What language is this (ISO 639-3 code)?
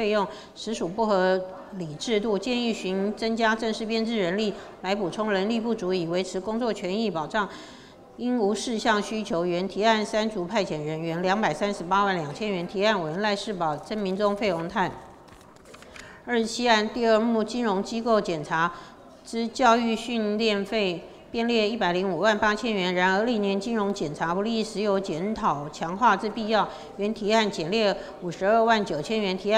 zho